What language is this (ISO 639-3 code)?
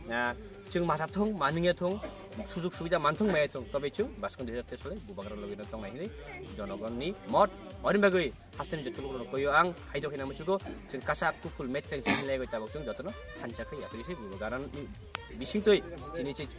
trp